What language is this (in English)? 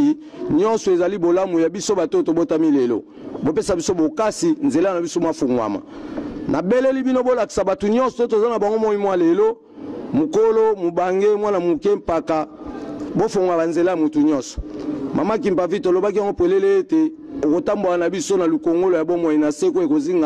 Lingala